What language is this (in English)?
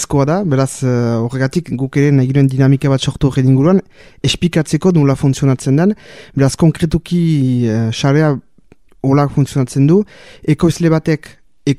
Basque